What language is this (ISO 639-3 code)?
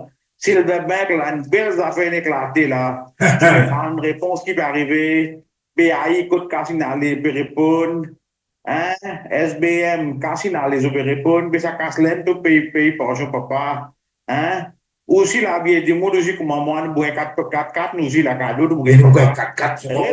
mfe